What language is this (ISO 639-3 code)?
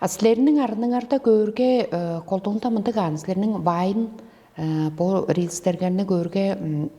tyv